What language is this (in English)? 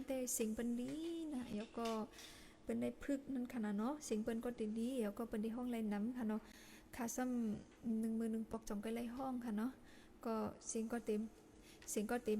Shan